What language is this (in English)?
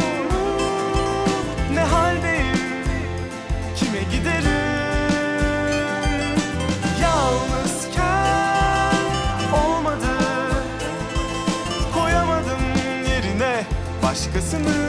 Turkish